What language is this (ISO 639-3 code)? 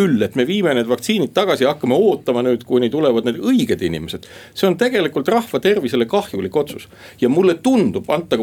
est